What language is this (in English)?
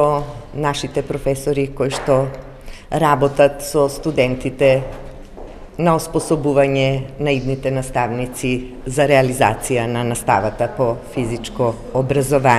Macedonian